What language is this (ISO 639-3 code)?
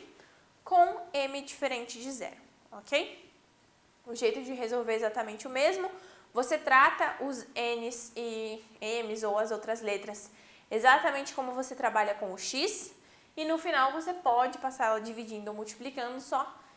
por